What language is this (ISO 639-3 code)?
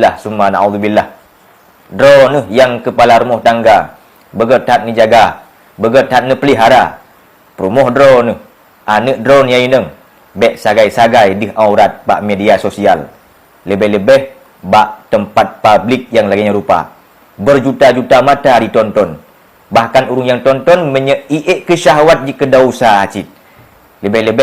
ace